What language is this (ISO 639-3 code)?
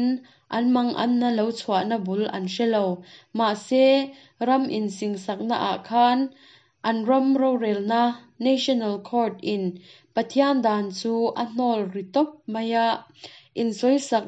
lus